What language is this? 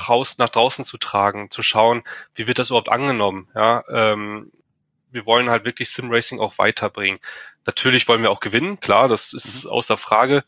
German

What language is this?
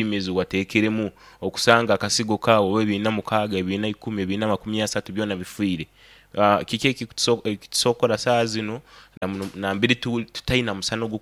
Nyoro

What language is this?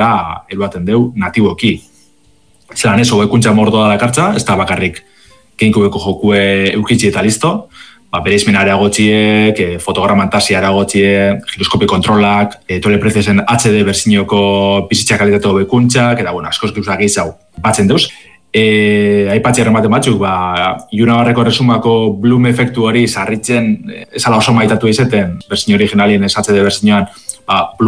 Basque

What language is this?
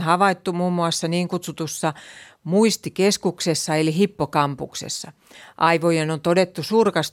Finnish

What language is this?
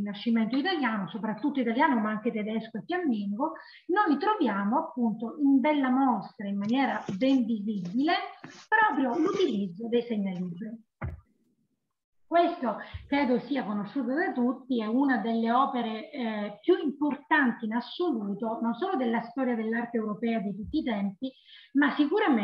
Italian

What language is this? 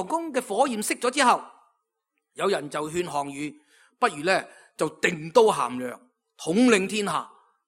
Cantonese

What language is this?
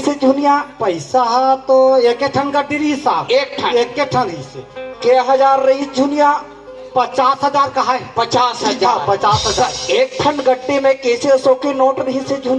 Chhattisgarhi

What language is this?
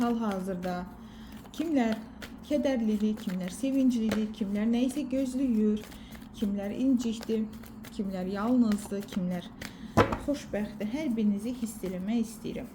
Azerbaijani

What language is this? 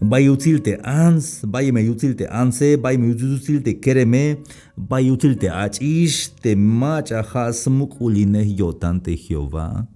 Tzeltal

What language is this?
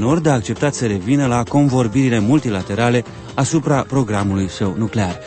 Romanian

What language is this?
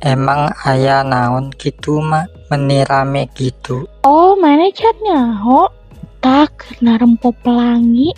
Sundanese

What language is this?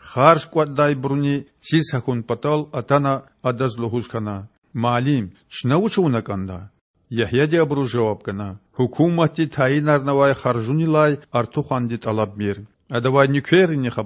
Lezghian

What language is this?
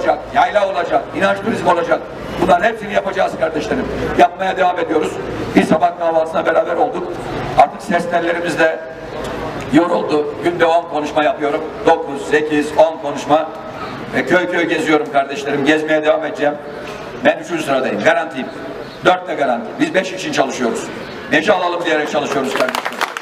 Turkish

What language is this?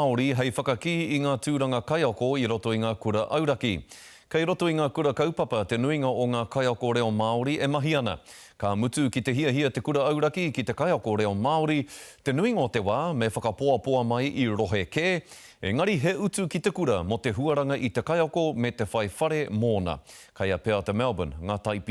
Māori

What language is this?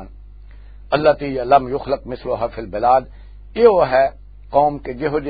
Western Panjabi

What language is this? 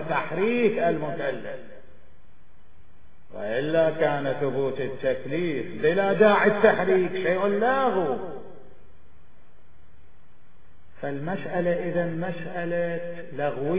Arabic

